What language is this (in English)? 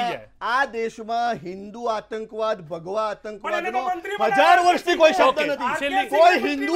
Gujarati